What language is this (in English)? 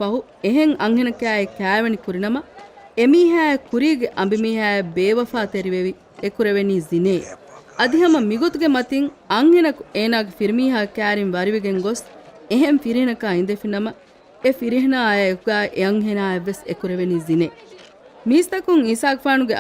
Divehi